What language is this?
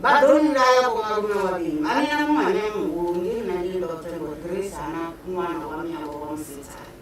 Venda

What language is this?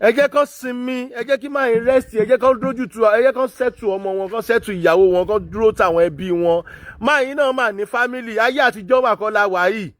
Yoruba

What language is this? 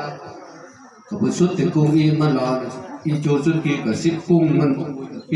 Lao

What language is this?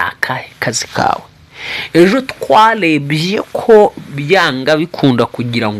Kinyarwanda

